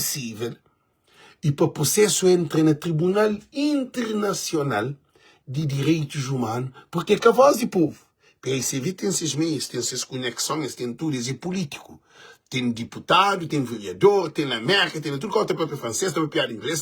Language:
Kabuverdianu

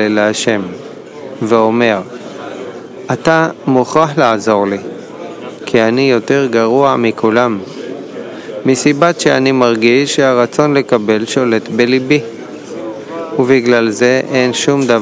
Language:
Hebrew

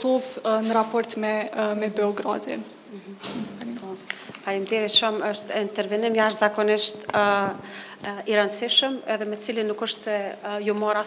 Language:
Albanian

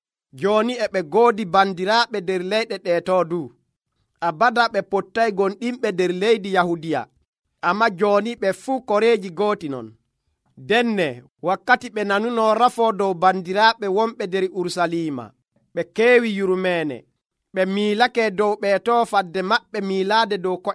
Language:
Nigerian Fulfulde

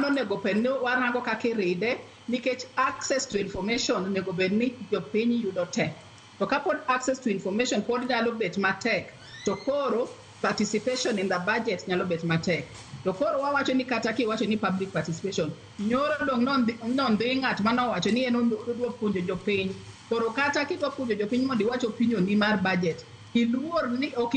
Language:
Luo (Kenya and Tanzania)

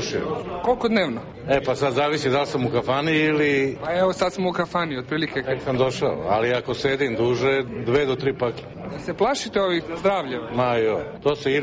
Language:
Serbian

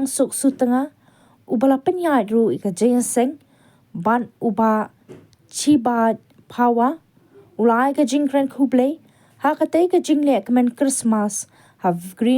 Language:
Khasi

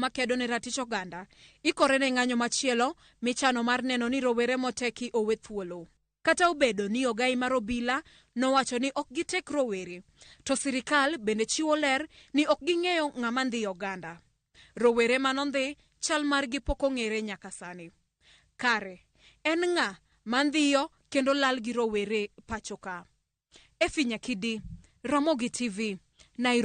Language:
Luo (Kenya and Tanzania)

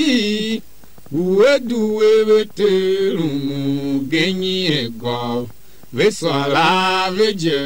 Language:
Tiv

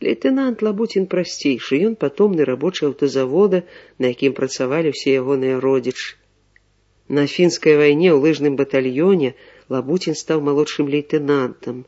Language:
Belarusian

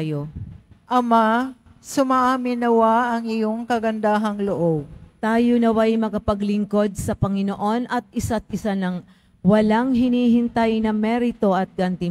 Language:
Filipino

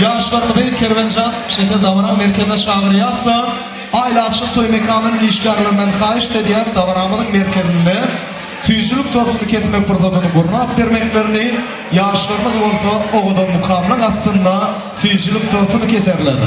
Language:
Turkmen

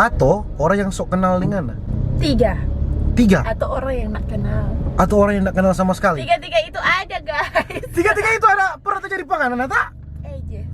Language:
Manado Malay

